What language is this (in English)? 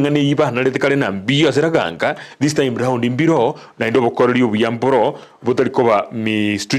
Gusii